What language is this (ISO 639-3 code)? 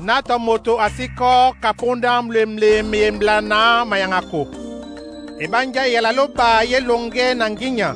dua